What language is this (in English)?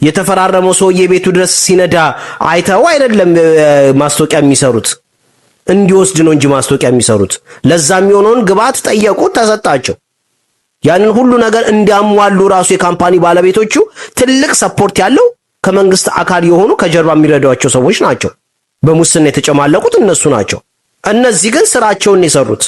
Amharic